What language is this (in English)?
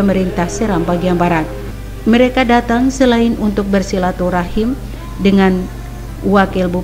Indonesian